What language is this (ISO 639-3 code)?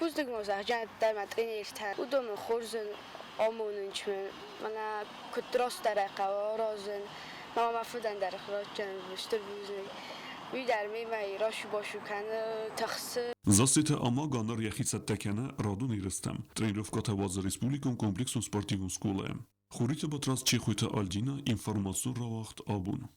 oss